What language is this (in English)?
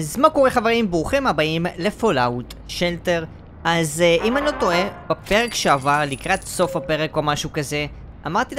Hebrew